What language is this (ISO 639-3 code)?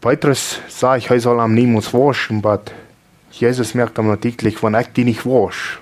pdt